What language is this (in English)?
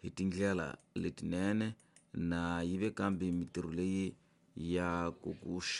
Tsonga